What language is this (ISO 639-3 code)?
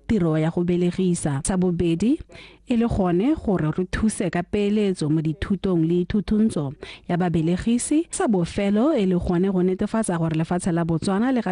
tsn